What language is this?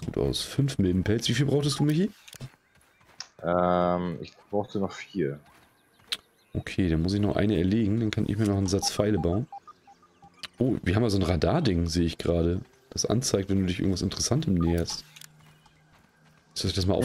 German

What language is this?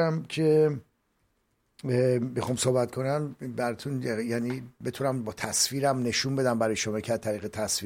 Persian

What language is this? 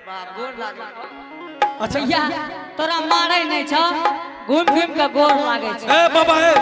Angika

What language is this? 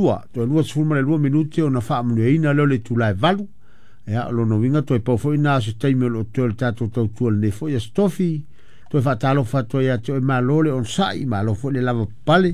Samoan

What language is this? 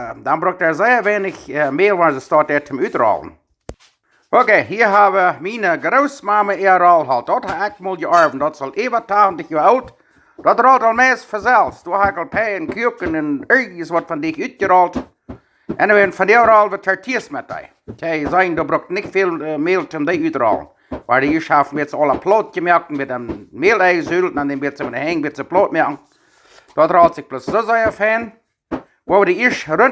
Plautdietsch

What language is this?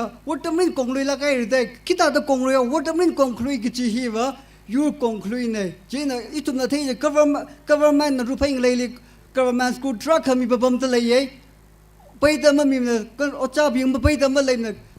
Tangkhul Naga (India)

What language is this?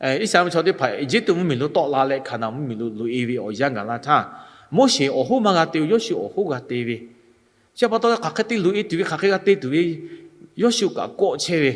Lahu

